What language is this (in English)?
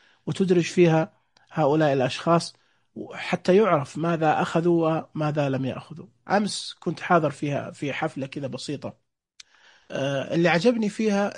Najdi Arabic